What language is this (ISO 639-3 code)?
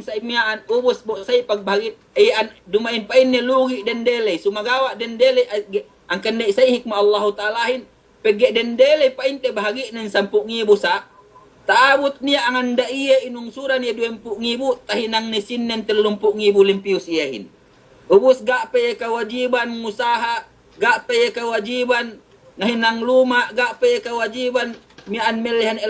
yka